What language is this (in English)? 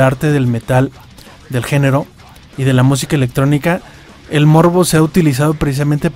Spanish